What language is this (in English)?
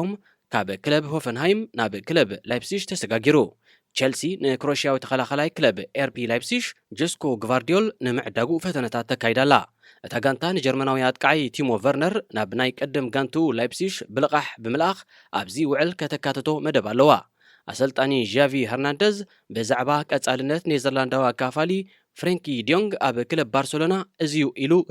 Tigrinya